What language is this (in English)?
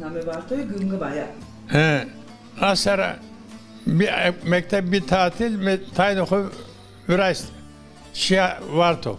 Zaza